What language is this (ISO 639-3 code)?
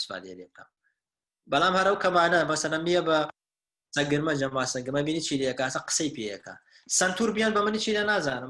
ckb